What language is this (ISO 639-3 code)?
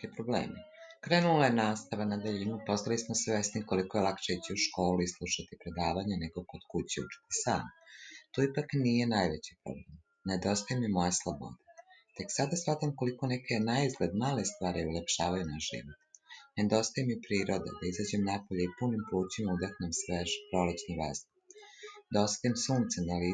srp